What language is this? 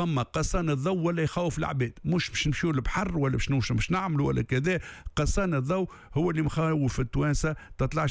Tunisian Arabic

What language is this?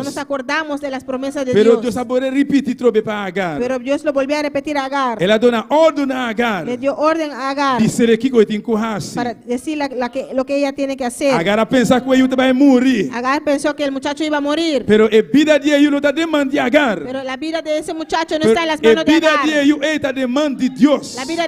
Papiamento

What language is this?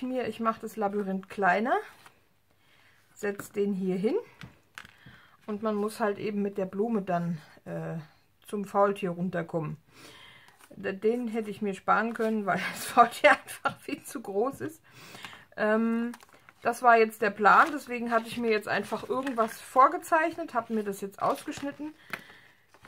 German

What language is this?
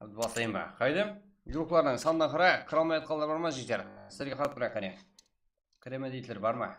Kara-Kalpak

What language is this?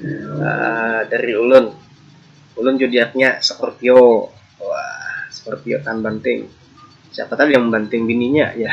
Banjar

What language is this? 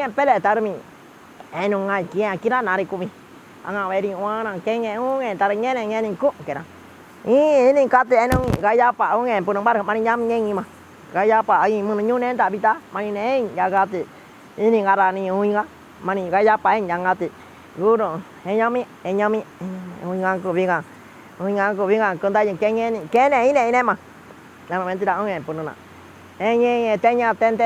Waorani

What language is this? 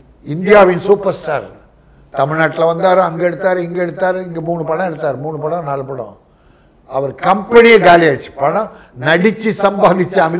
Tamil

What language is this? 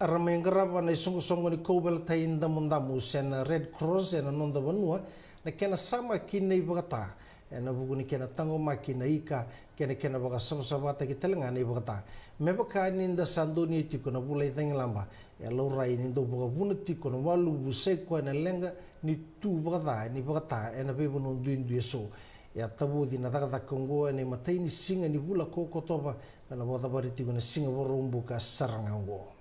Fijian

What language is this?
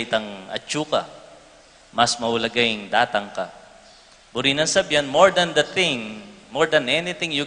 Pampanga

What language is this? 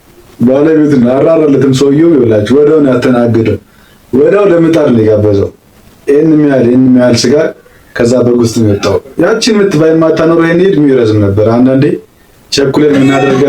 Amharic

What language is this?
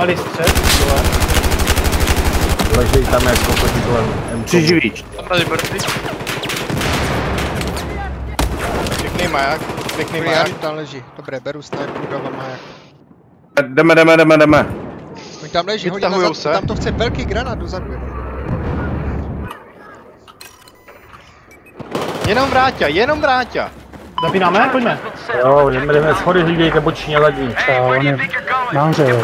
Czech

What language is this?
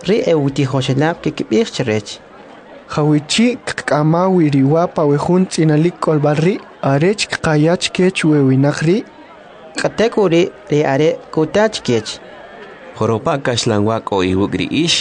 Kʼicheʼ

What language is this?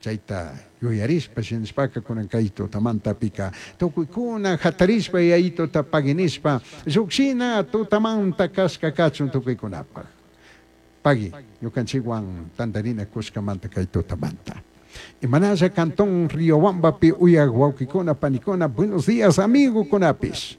Chimborazo Highland Quichua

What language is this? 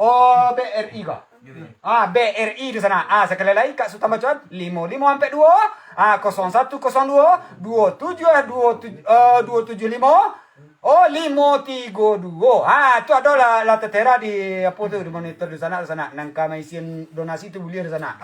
Minangkabau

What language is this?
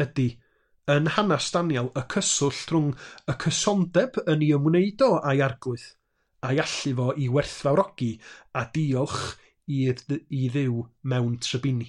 Welsh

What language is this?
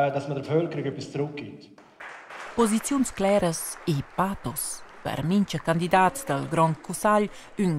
Romansh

